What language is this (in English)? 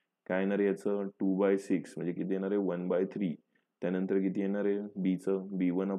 Marathi